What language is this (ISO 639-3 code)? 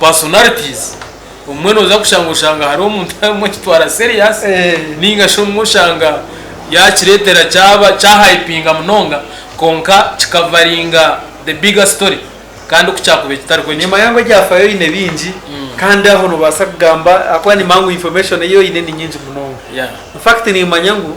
nyn